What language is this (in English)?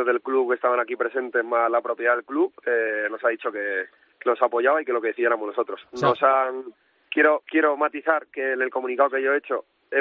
Spanish